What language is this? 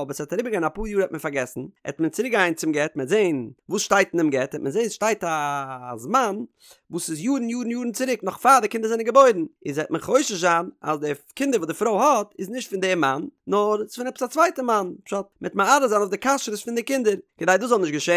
Yiddish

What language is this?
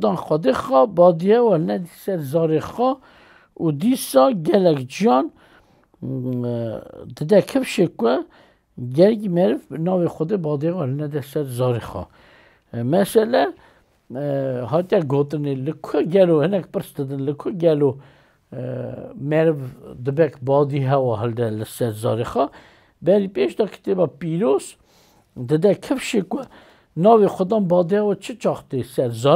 Kurdish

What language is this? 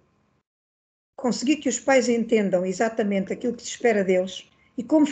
Portuguese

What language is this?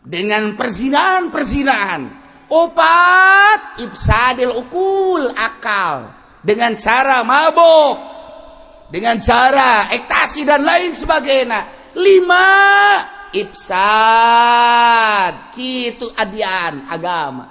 Sundanese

